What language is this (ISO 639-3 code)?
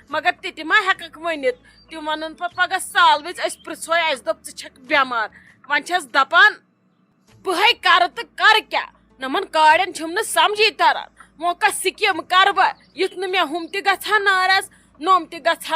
kas